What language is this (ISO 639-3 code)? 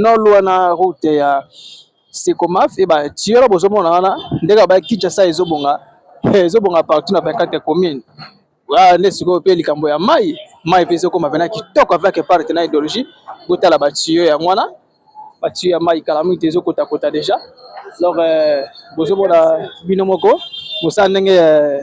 lin